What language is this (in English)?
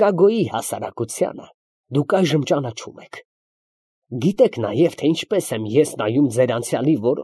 Armenian